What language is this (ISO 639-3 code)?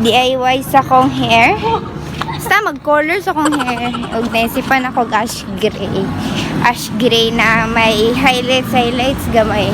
ceb